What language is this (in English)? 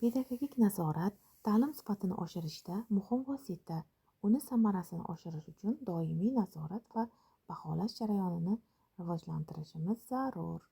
Uzbek